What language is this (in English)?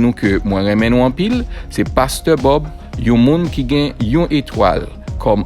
Haitian Creole